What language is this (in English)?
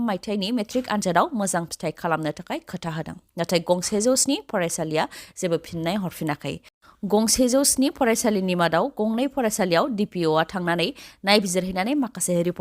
Bodo